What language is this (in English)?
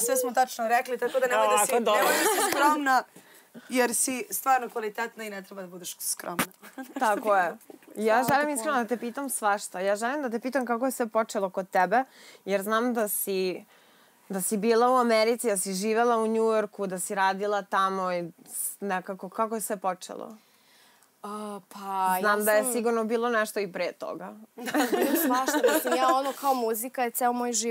Serbian